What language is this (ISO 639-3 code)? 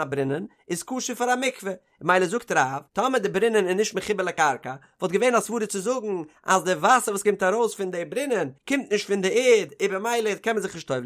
yid